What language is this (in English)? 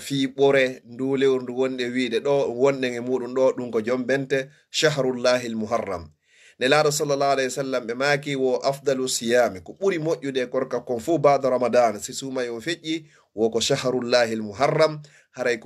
Fula